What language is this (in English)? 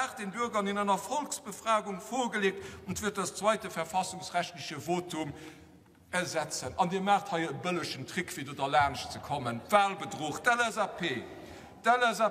Luxembourgish